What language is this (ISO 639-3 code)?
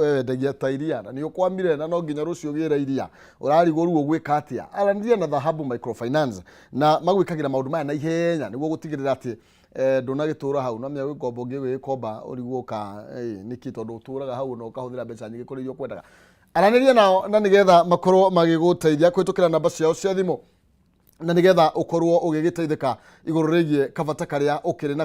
kik